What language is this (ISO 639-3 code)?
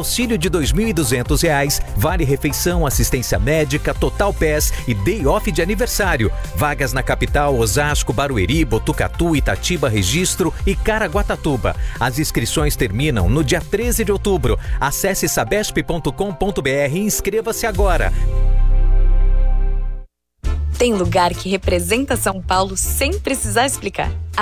por